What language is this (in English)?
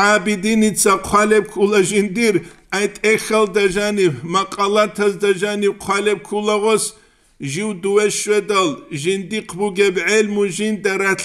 Avaric